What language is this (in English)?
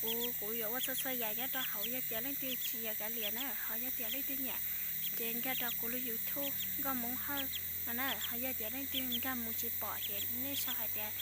Hmong